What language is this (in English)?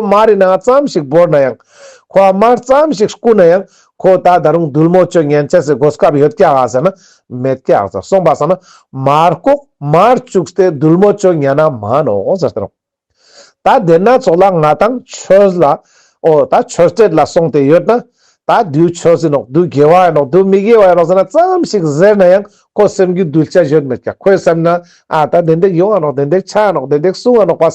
Ladakhi